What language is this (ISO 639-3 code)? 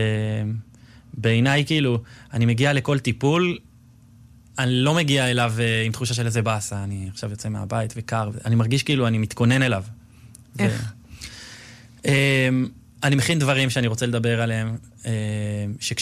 heb